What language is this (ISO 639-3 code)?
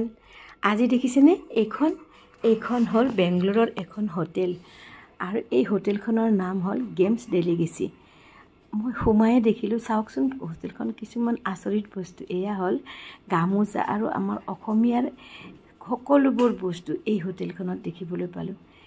asm